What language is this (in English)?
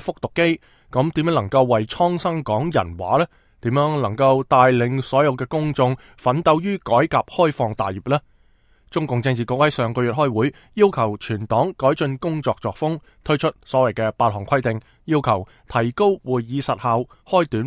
Cantonese